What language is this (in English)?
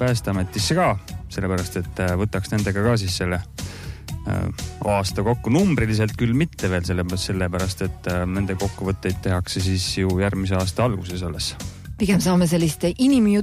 Estonian